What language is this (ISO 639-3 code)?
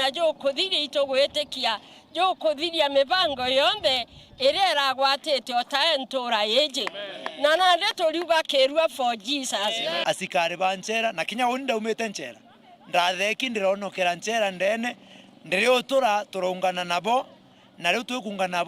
mer